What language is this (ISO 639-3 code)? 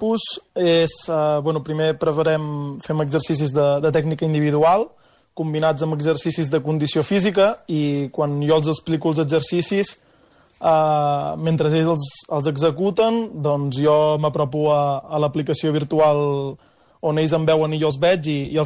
cat